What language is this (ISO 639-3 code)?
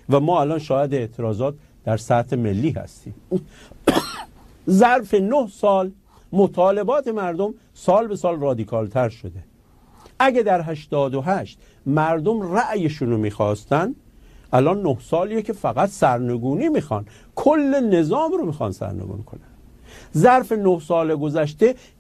fas